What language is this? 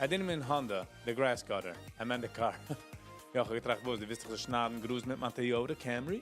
Yiddish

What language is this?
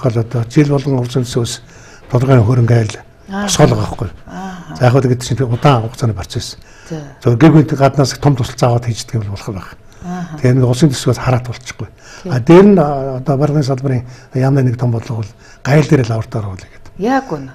Mongolian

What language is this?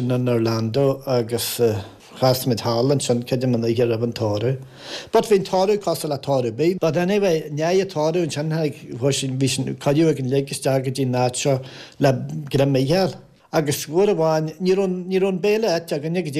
Irish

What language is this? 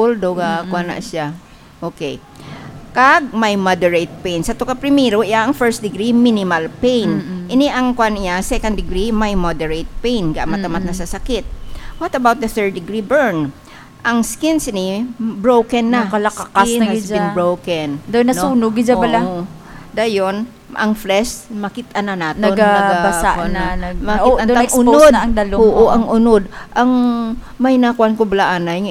Hiligaynon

